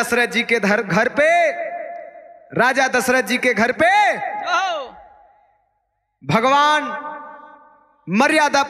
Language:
Bhojpuri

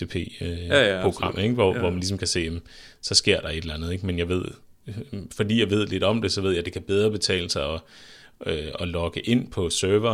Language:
Danish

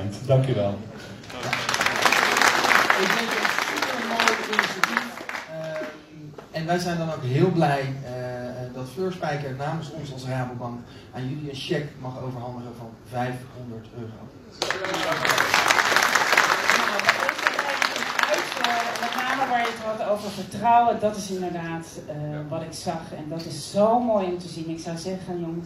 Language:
Dutch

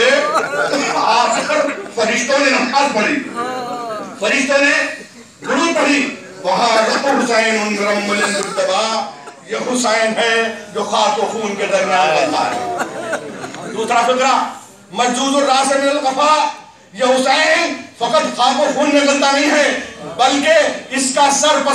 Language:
Urdu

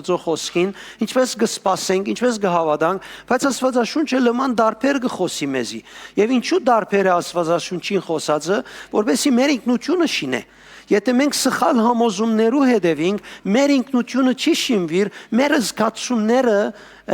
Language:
Western Armenian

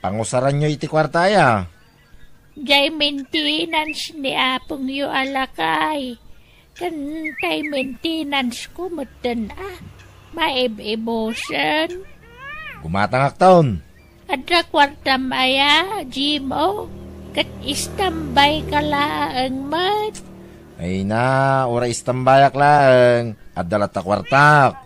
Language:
Iloko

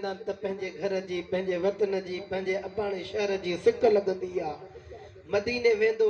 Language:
Sindhi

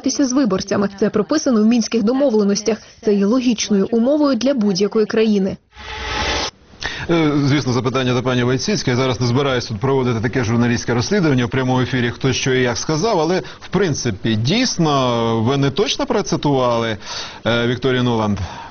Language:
Ukrainian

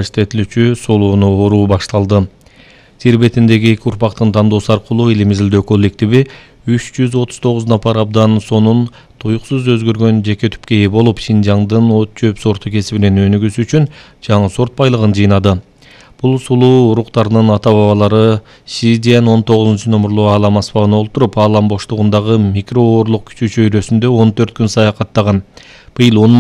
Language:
Kyrgyz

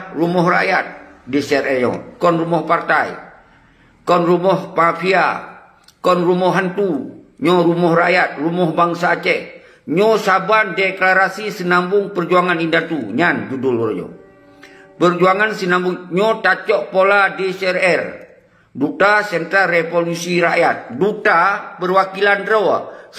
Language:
Achinese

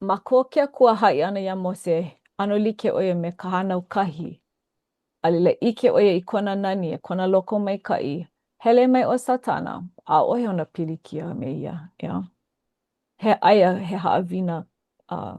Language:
Hawaiian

